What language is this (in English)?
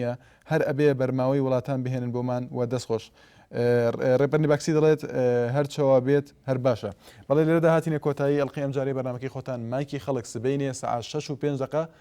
Central Kurdish